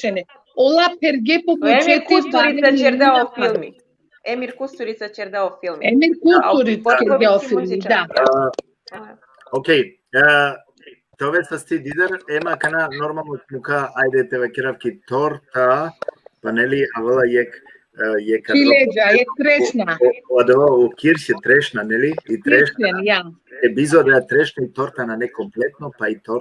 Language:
Balkan Romani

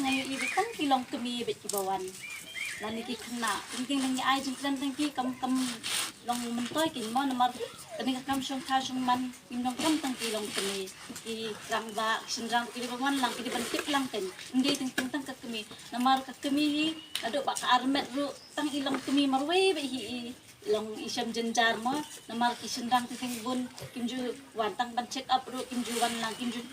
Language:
Khasi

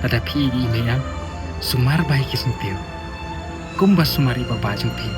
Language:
Khasi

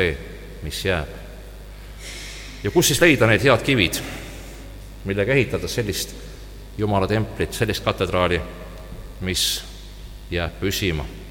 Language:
Estonian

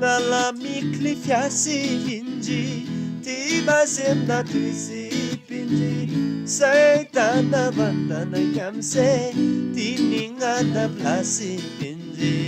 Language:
Eastern Tamang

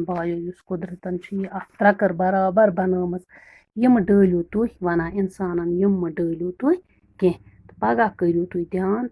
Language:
Kashmiri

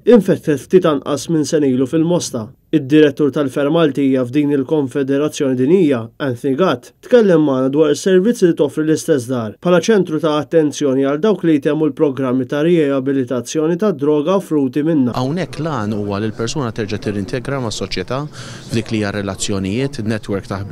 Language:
Maltese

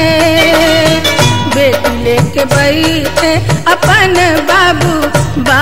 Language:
Bhojpuri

